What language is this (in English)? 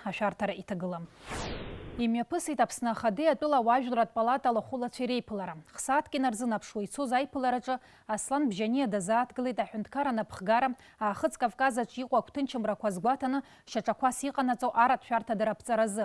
Abkhazian